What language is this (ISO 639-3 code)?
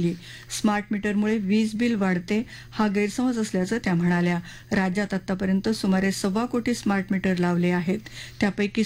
mar